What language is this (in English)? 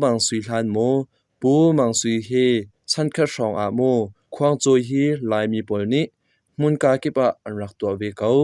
Hakha Chin